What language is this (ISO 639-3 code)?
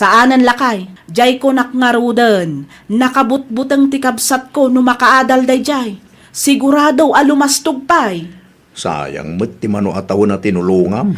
ilo